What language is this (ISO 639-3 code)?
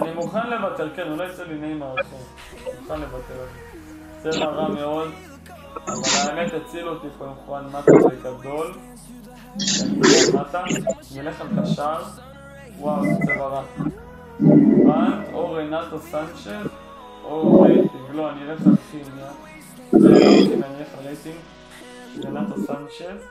heb